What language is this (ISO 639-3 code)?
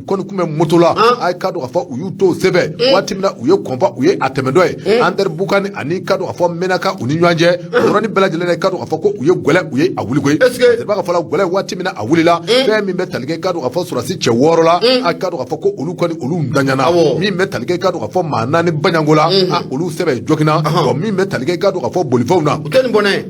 bam